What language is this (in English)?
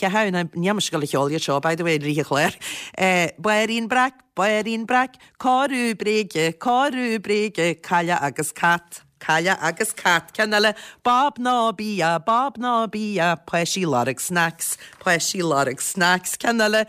Irish